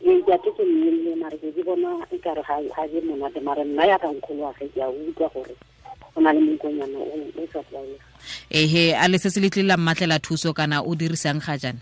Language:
Tswana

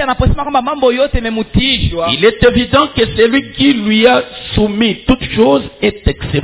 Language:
Swahili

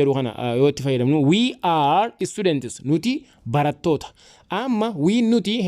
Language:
Oromo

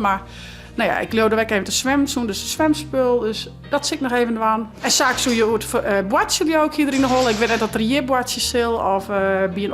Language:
Western Frisian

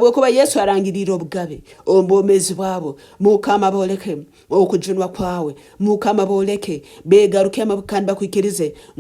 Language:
Nyankole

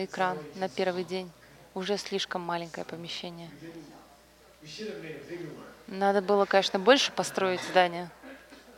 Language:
Russian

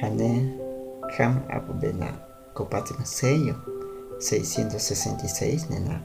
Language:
Guahibo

